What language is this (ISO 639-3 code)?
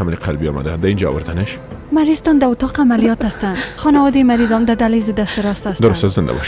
fas